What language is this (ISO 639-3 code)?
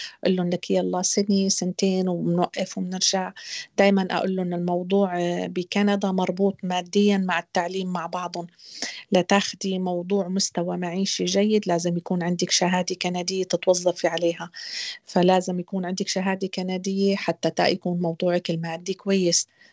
apc